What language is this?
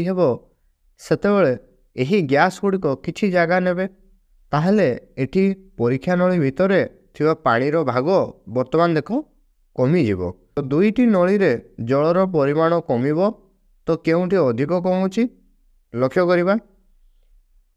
Odia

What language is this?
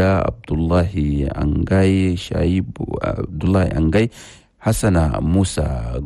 Chadian Arabic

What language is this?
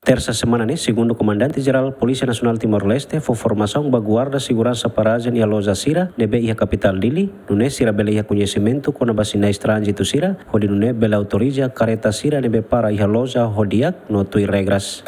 Tetum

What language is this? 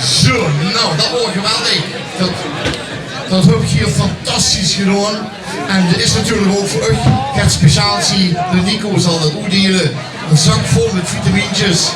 Limburgish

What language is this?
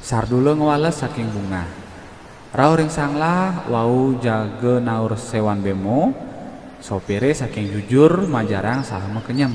Balinese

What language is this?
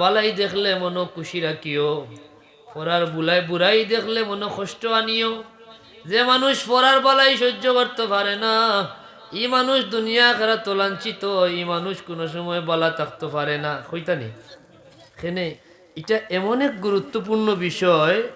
Sylheti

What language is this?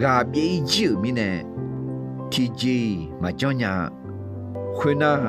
Akha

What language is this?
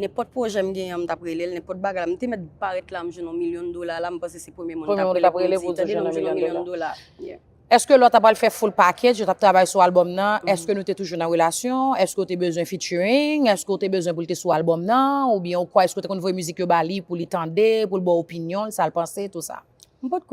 Haitian Creole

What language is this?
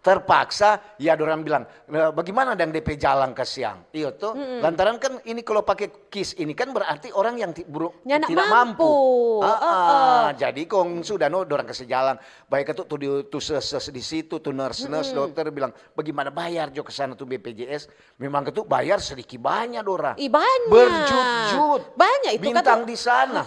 Manado Malay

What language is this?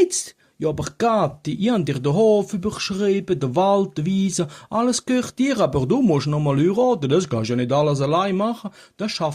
Swiss German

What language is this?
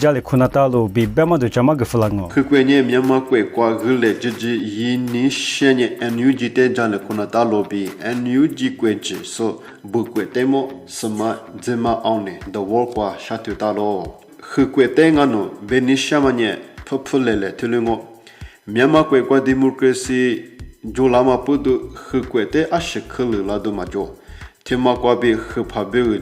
Lisu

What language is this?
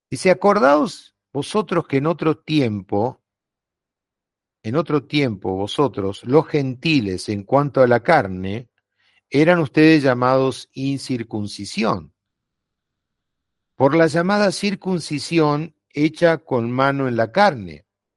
Spanish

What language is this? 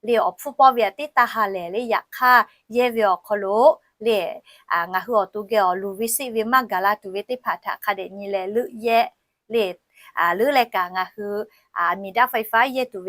Lahu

